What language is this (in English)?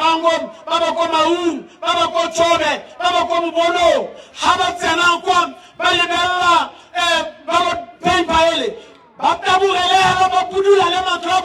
Tswana